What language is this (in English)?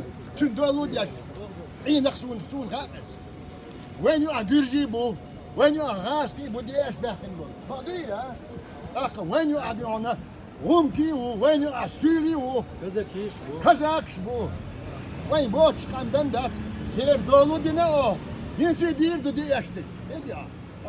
Chechen